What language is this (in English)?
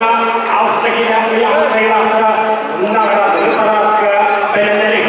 Yakut